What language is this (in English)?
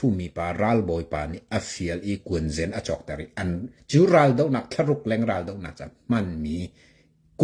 Hakha Chin